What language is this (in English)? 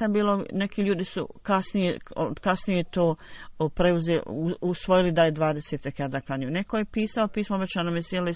Bosnian